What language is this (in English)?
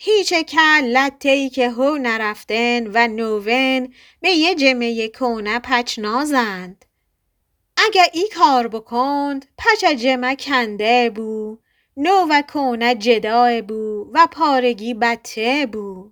Gilaki